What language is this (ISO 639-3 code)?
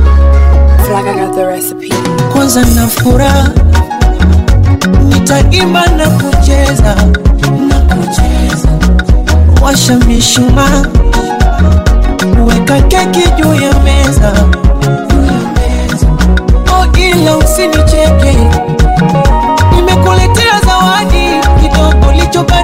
swa